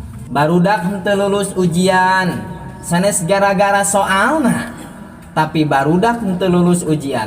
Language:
Sundanese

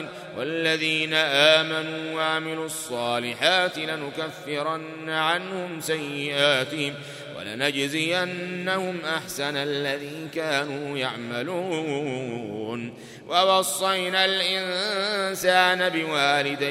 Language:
Arabic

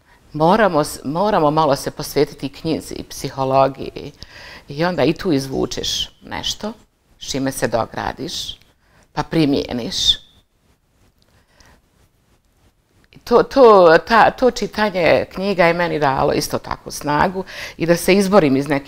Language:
Bosnian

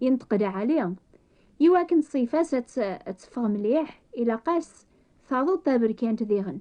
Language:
Kabyle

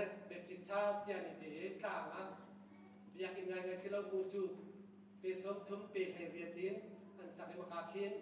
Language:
Hakha Chin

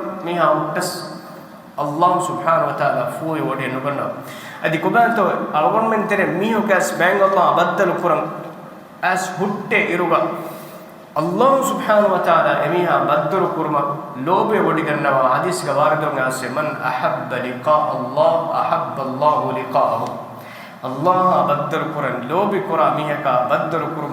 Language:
Divehi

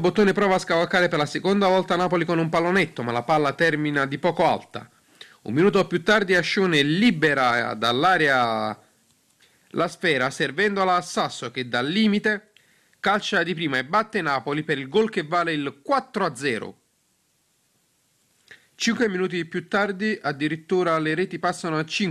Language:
Italian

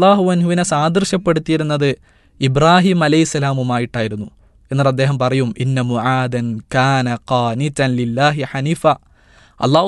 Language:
Malayalam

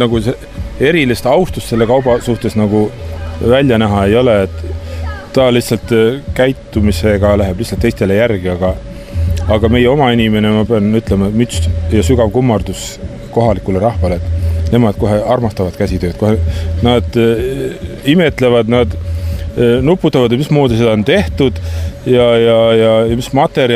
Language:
Estonian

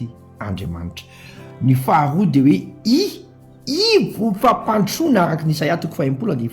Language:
Malagasy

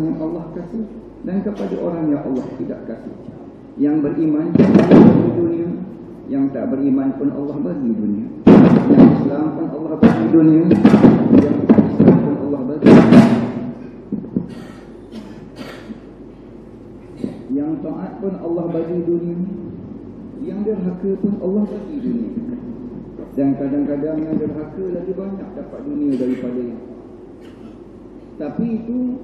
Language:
Malay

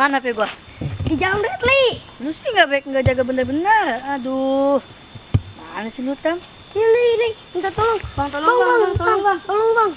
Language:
Betawi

